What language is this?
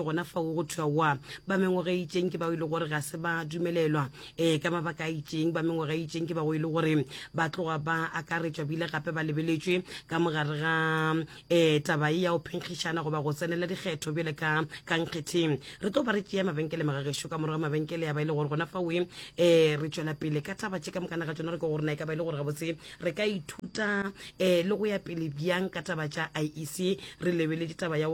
Northern Sotho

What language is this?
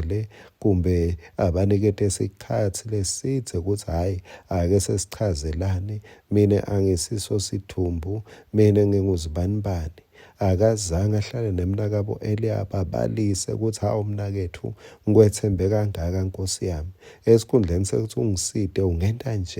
Swati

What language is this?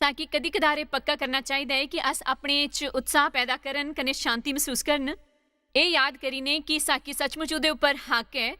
Dogri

